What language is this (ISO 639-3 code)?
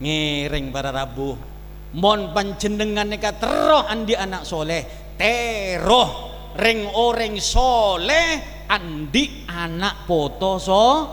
mad